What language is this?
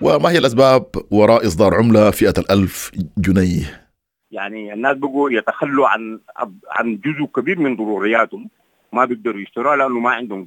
Sudanese Arabic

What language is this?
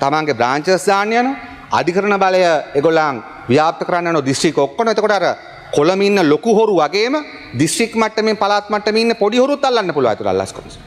Sinhala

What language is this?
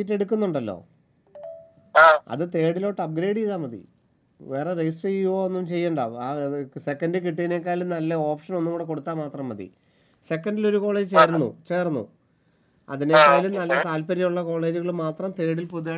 Malayalam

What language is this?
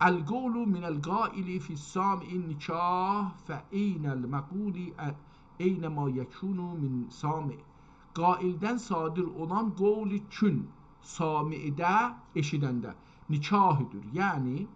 South Azerbaijani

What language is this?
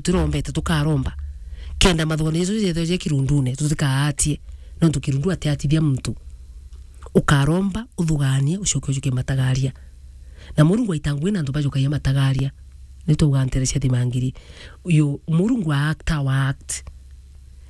Meru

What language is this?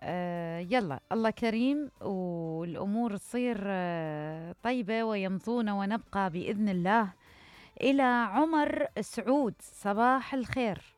Mesopotamian Arabic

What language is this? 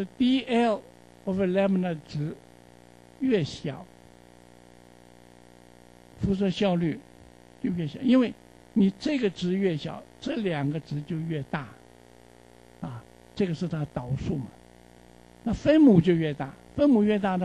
Chinese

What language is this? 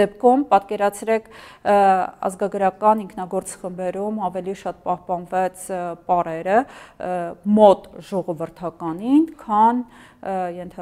Armenian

